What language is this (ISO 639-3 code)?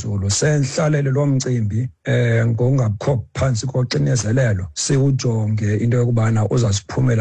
xho